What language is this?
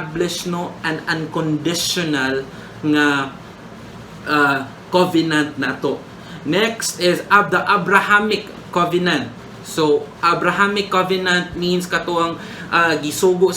Cebuano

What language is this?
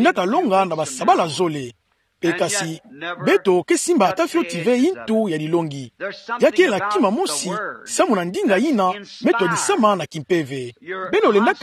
Kituba (Democratic Republic of Congo)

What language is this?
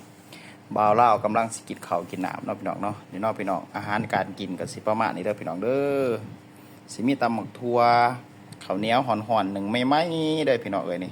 Lao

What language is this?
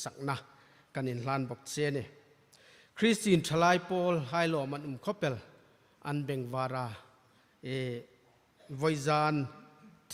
Hmar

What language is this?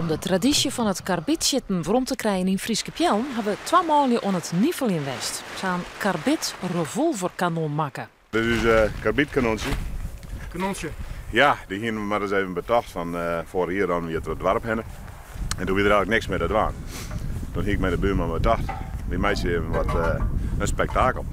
Western Frisian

